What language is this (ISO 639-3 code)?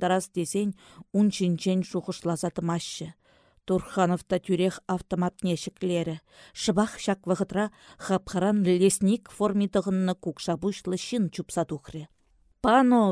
chv